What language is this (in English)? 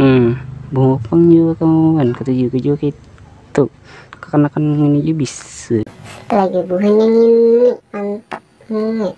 Banjar